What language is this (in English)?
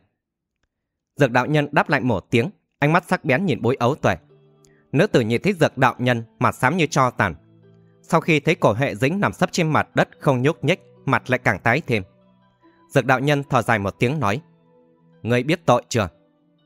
Vietnamese